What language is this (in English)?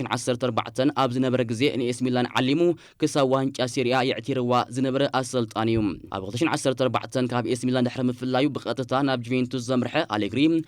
Tigrinya